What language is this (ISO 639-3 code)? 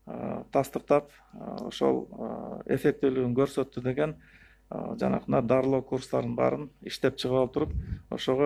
kir